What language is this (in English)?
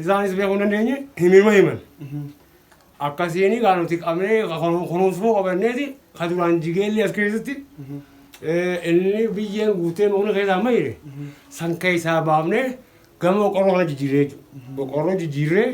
Oromo